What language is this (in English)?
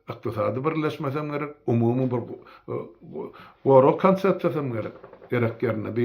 Turkmen